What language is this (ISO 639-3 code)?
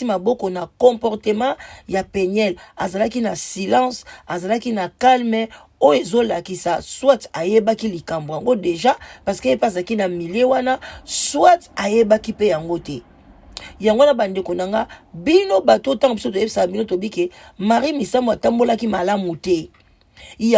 lin